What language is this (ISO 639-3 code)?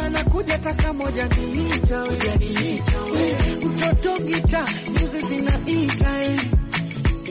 swa